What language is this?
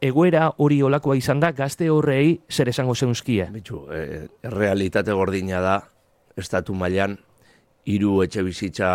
Basque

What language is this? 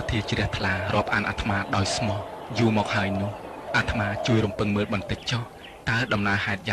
Khmer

